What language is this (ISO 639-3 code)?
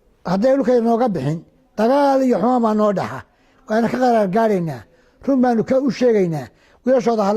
som